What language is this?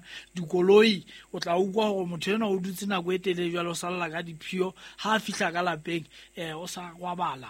Southern Sotho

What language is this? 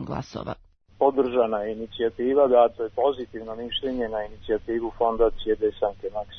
Serbian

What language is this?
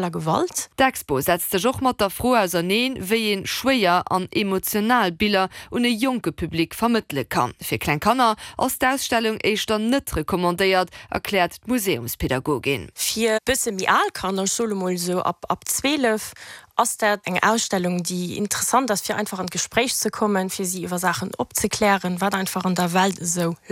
Luxembourgish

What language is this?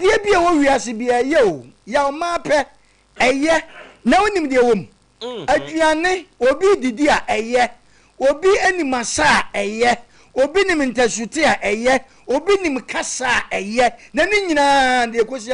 Akan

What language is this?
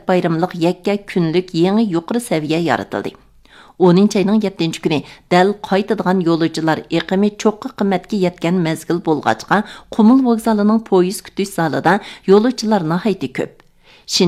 Uyghur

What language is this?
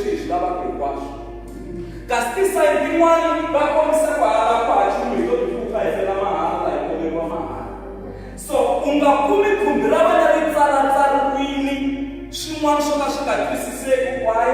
Tsonga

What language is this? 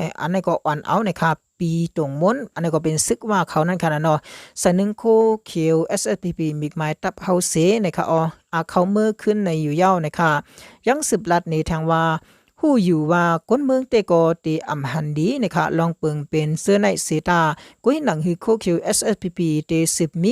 Shan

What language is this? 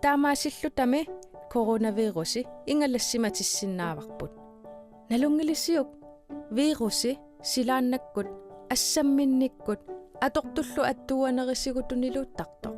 Kalaallisut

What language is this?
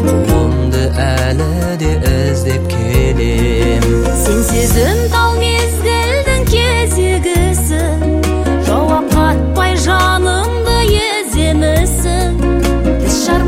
Kazakh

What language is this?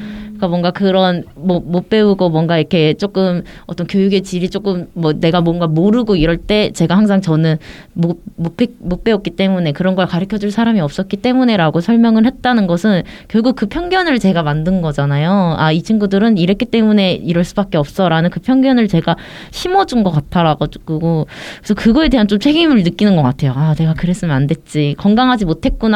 Korean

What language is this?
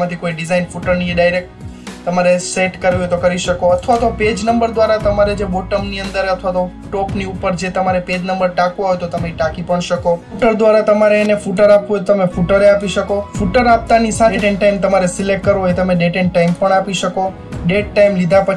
Gujarati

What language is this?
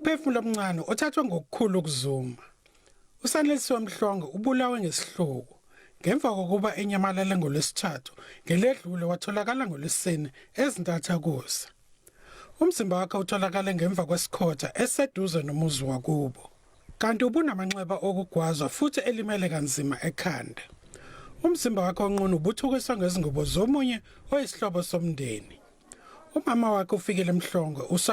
Zulu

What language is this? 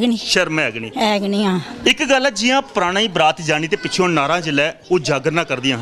Dogri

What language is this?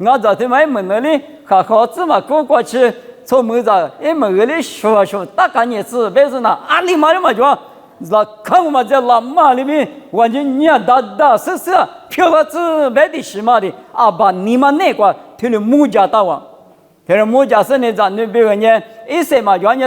Lisu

